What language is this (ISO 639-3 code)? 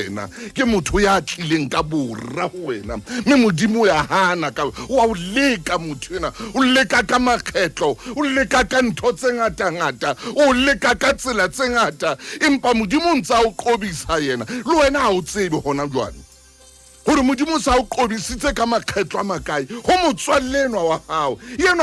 sot